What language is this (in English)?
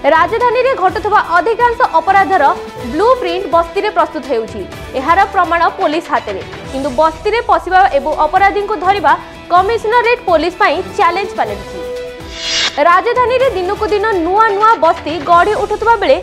Odia